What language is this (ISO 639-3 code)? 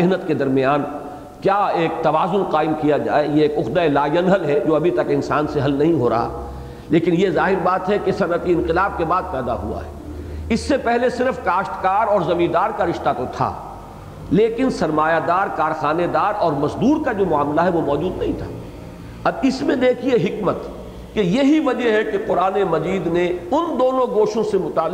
urd